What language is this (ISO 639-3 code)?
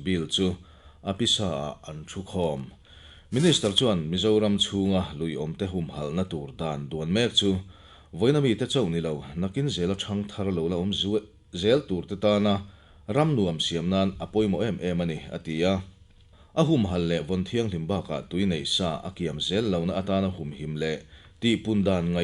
lus